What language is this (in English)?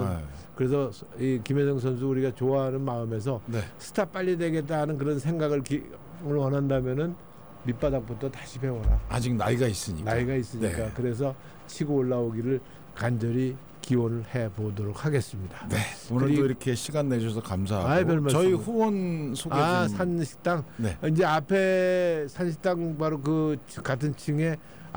Korean